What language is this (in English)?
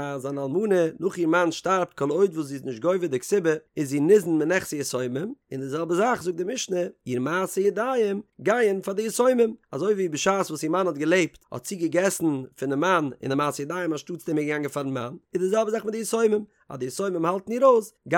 Yiddish